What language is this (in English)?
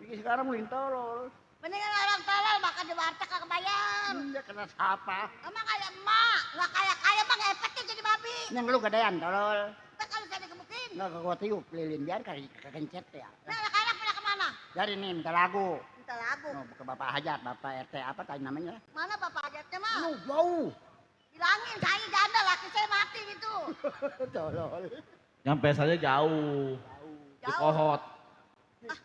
Betawi